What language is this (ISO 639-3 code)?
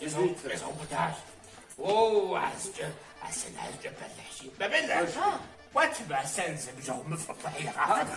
kbd